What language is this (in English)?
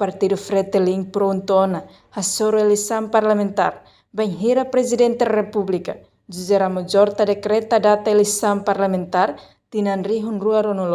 Tetum